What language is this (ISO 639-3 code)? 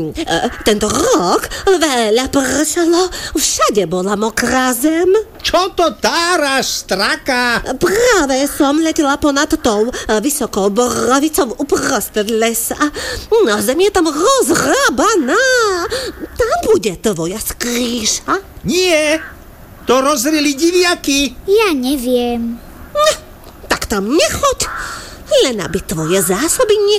slk